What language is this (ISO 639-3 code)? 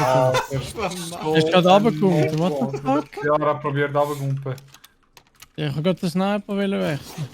gsw